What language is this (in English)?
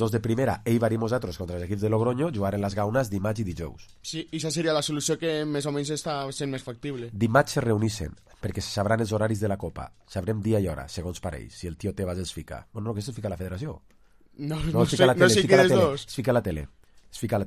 Catalan